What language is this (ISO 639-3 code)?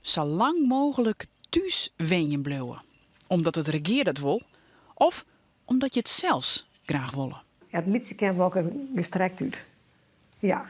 fry